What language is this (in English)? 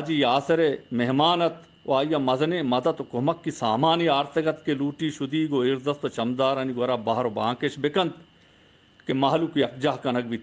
Baluchi